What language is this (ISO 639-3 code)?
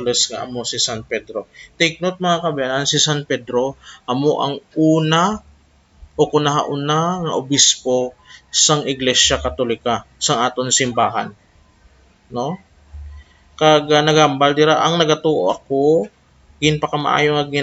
hil